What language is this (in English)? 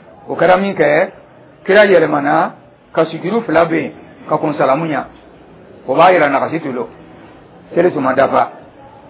Dyula